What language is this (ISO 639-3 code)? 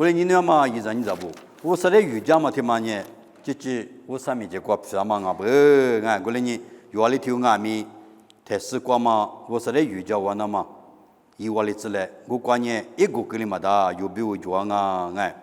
lis